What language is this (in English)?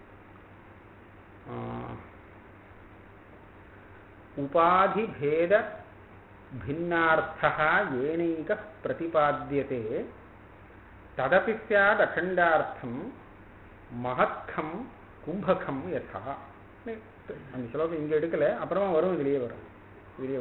Tamil